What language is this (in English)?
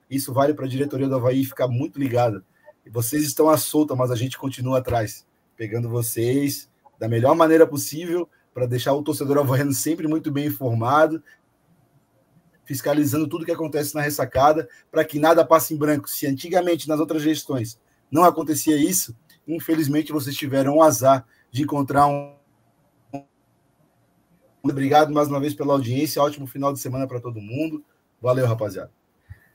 Portuguese